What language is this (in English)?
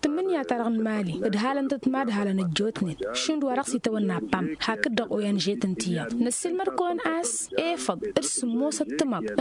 Tamasheq